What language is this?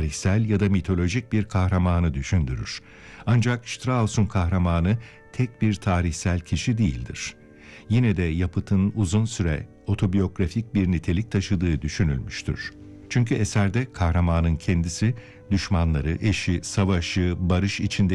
Turkish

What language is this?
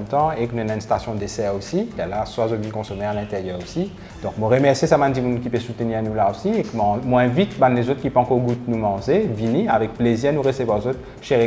Morisyen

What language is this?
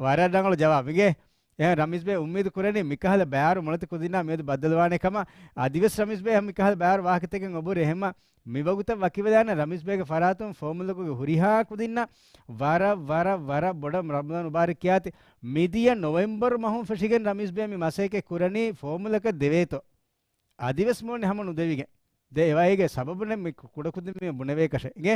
Divehi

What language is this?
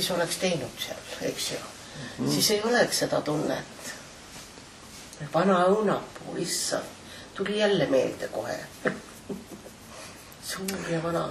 Estonian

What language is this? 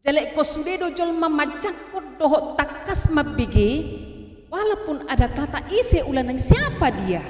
Batak Toba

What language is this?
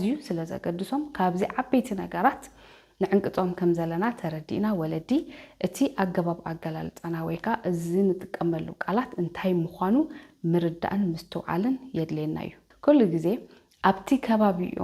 Tigrinya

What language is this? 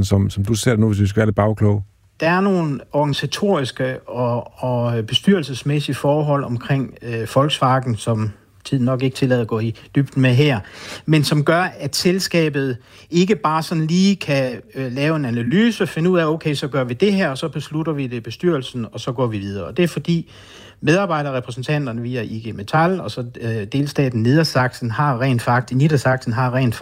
Danish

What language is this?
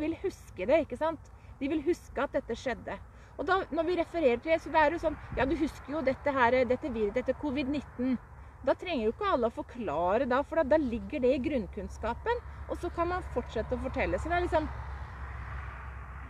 Norwegian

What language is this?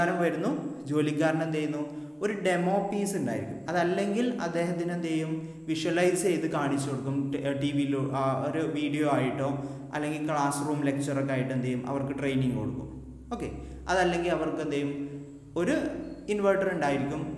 Malayalam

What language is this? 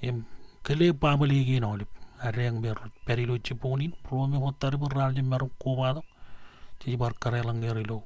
Marshallese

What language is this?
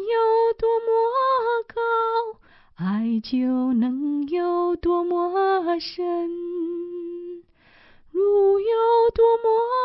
Chinese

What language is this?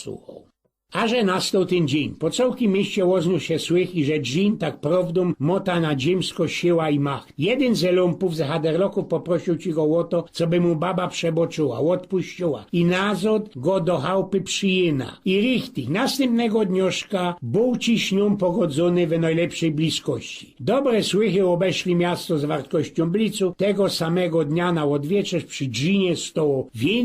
Silesian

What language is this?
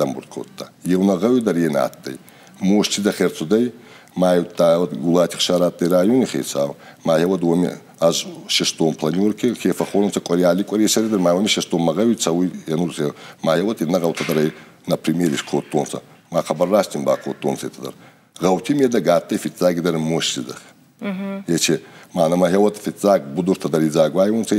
Ossetic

